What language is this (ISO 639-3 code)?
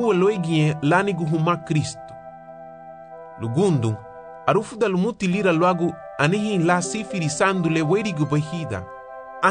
cab